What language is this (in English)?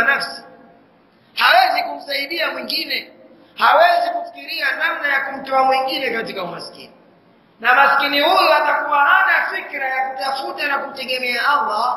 Swahili